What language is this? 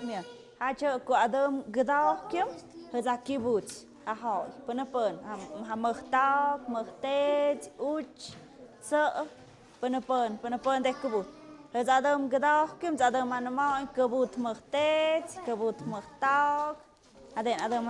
Tlahuitoltepec Mixe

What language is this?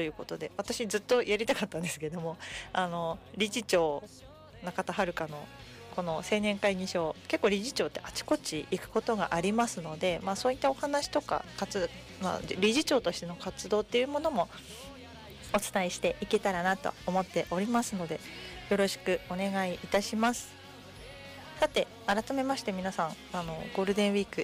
Japanese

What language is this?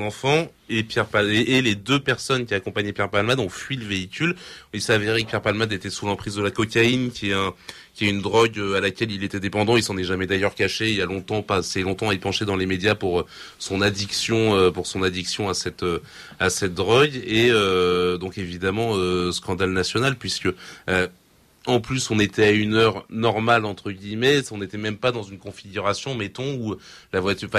French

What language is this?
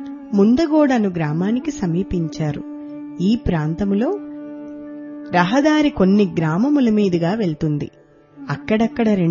Telugu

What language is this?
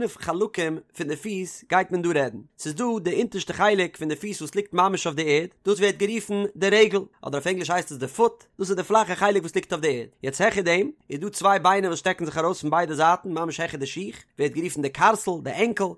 Yiddish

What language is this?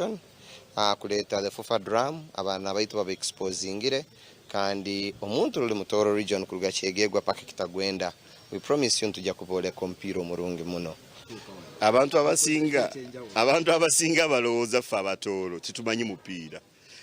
Nyankole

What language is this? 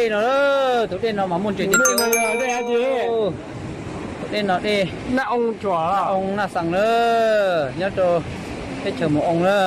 Hmong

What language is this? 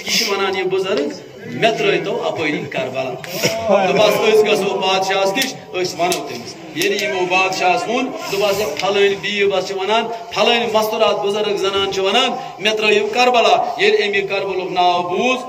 Kashmiri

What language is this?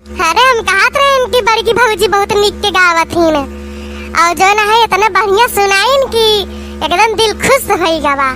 Awadhi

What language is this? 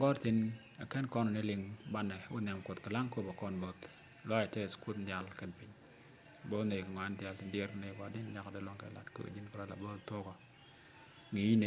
Nuer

